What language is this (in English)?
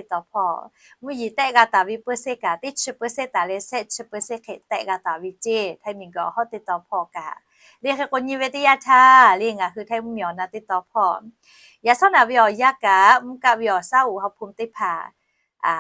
Lahu